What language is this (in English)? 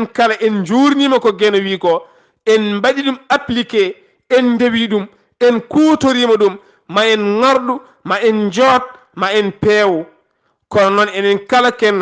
Fula